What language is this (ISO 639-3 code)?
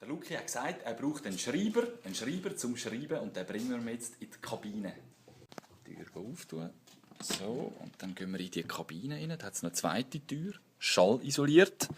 gsw